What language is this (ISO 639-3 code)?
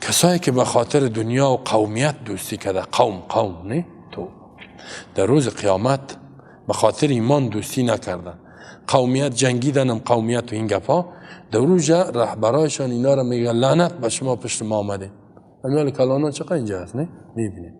fas